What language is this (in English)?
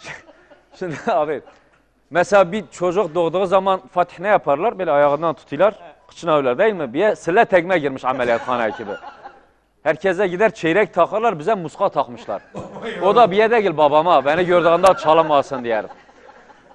Turkish